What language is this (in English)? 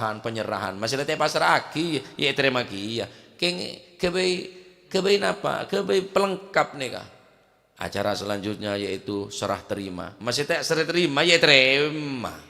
Madurese